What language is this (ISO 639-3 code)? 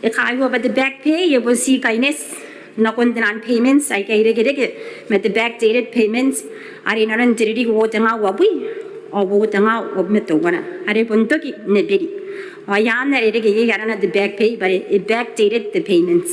gil